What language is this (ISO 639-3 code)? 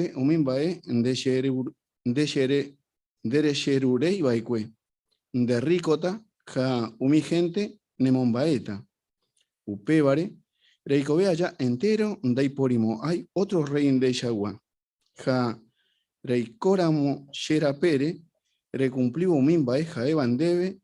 grn